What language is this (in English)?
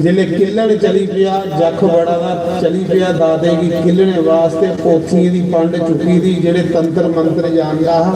Dogri